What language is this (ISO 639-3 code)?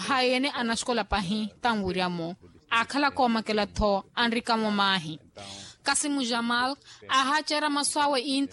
vmw